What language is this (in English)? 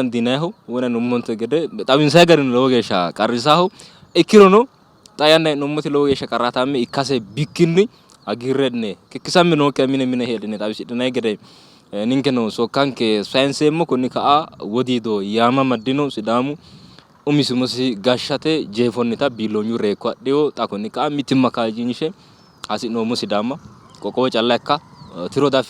Sidamo